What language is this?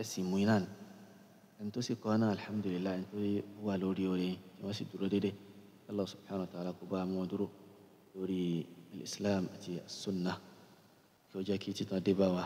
Yoruba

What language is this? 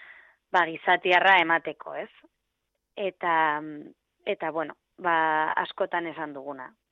Basque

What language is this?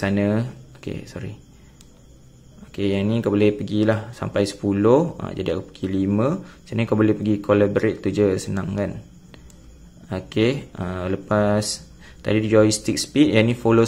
Malay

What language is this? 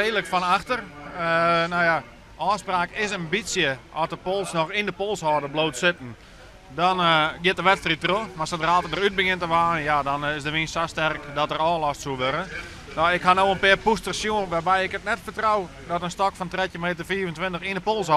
Western Frisian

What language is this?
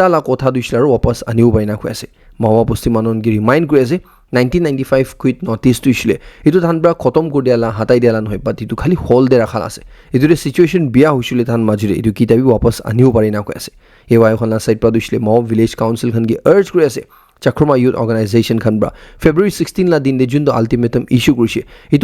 Naga Pidgin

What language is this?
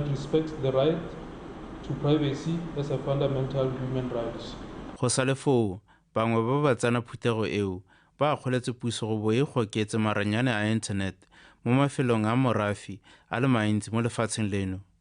Tswana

